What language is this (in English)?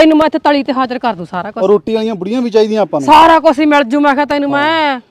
Punjabi